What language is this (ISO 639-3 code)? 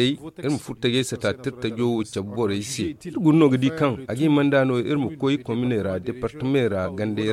dje